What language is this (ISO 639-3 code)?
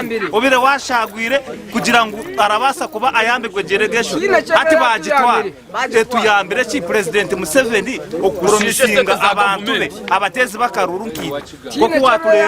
nyn